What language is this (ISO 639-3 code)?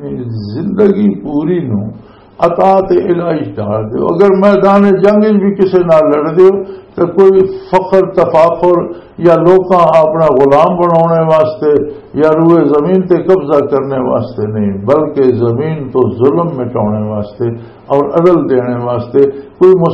lah